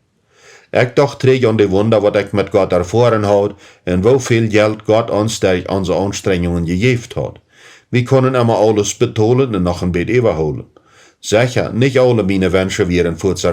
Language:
Plautdietsch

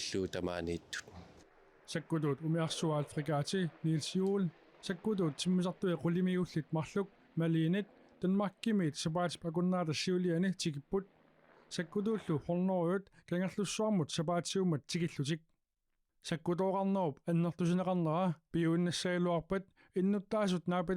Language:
Kalaallisut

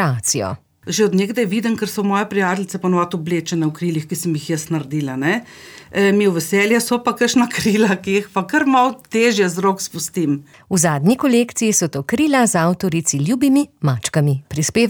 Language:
Slovenian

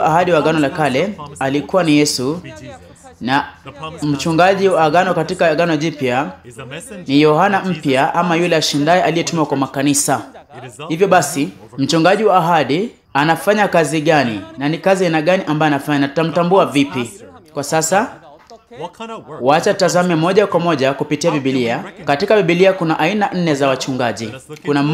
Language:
Swahili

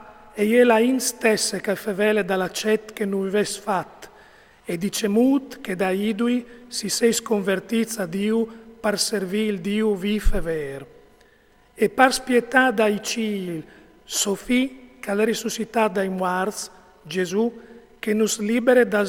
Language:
Friulian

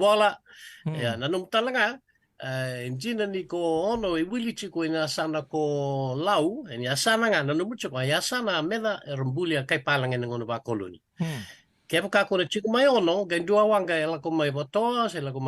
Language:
Fijian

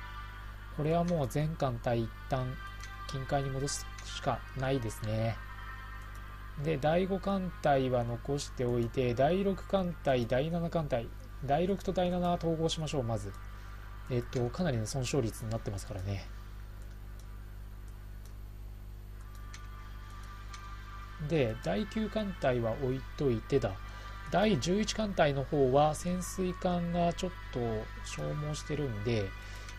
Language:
Japanese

